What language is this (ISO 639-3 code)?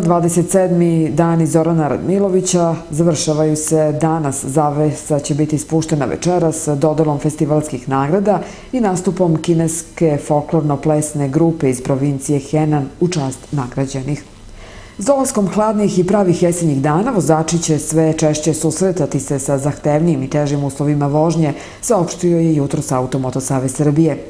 srp